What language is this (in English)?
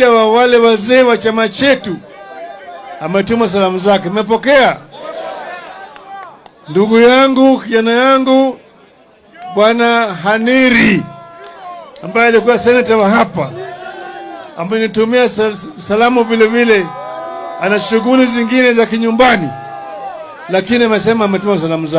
Swahili